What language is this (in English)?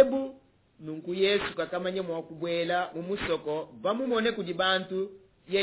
Luba-Lulua